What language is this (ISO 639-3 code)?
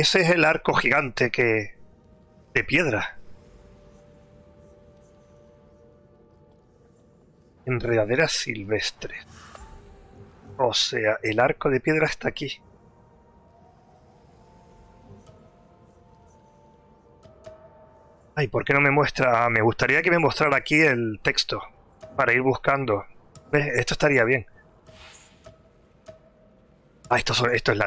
spa